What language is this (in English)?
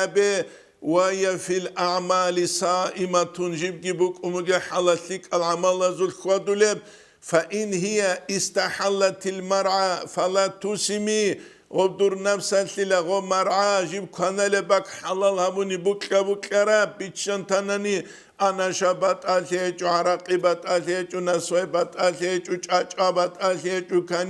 Avaric